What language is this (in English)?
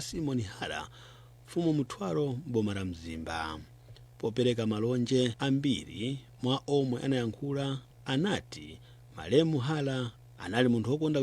Nyanja